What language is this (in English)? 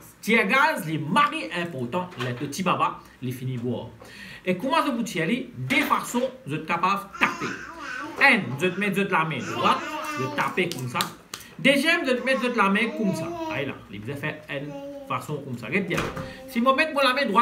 Morisyen